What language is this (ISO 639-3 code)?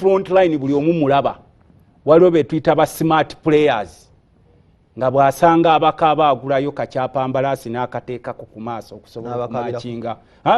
lug